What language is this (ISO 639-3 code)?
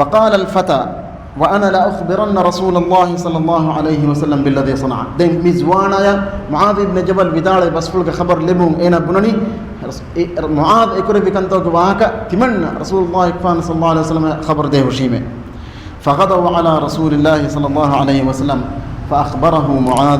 div